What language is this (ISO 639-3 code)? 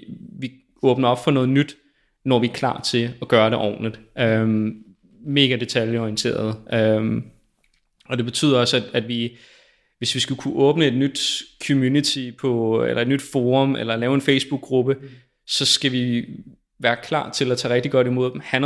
dan